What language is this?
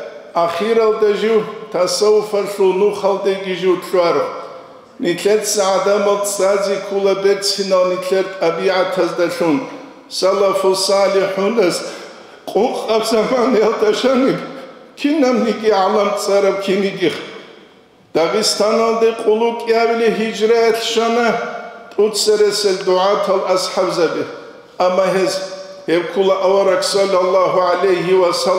Avaric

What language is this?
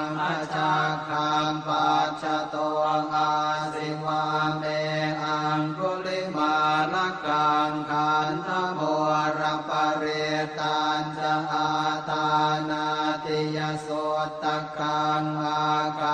Pali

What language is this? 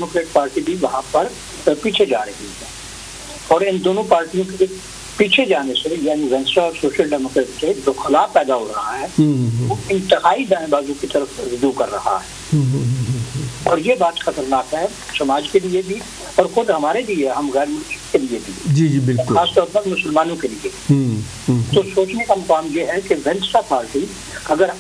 Urdu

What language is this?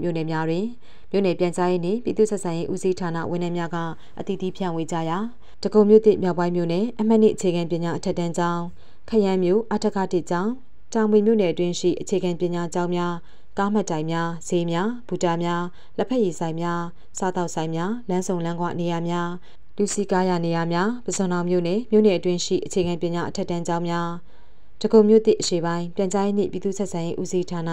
Burmese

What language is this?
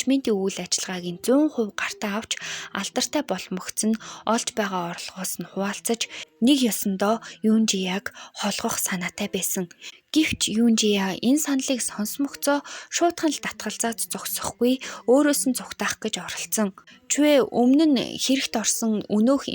Mongolian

